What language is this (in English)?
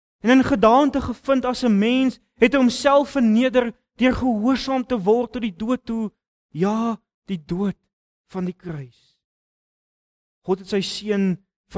Afrikaans